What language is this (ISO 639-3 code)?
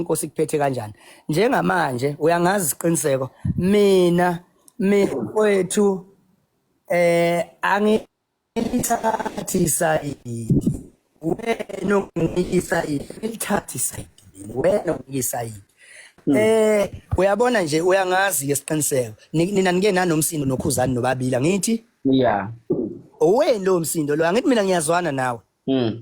zul